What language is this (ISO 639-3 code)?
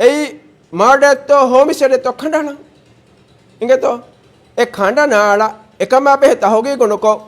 div